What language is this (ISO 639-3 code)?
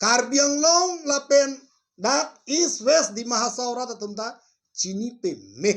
mjw